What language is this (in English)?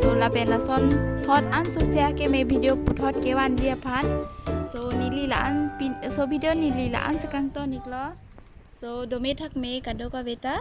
Karbi